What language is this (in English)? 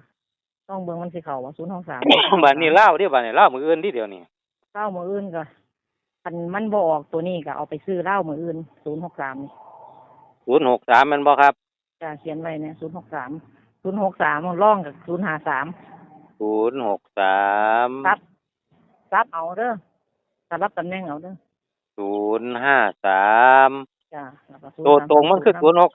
Northeastern Thai